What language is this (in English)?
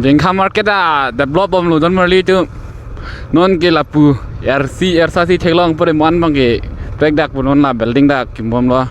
Karbi